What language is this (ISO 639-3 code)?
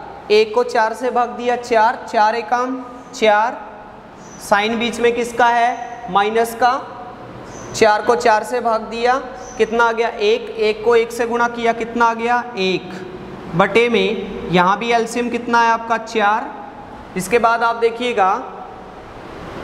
hin